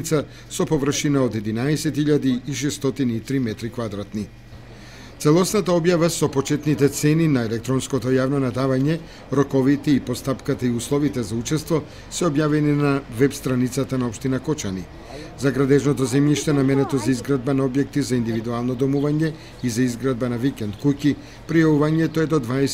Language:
Macedonian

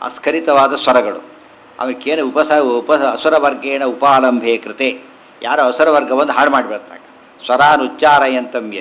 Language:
Kannada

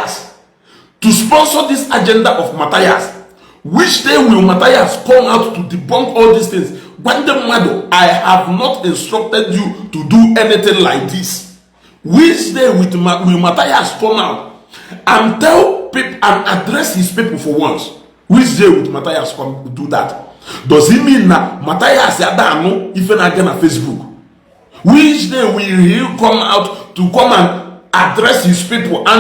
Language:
Igbo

